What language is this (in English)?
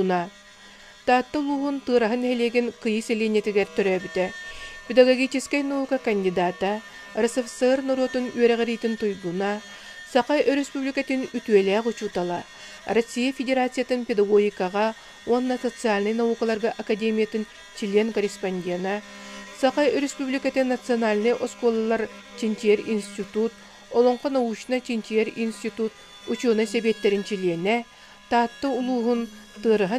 Yakut